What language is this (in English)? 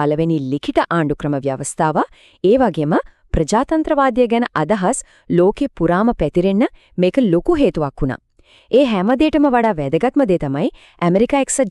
Sinhala